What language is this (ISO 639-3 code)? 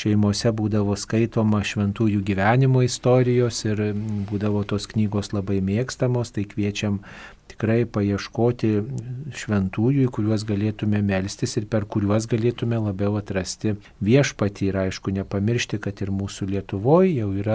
lit